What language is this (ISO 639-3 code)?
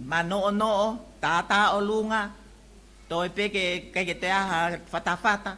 ton